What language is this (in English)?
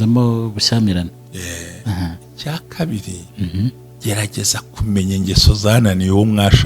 Kinyarwanda